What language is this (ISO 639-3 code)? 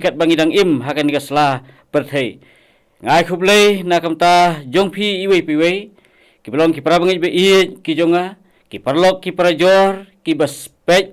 kha